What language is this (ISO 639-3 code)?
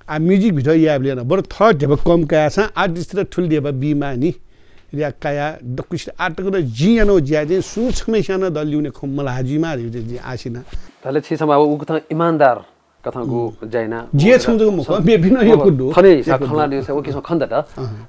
new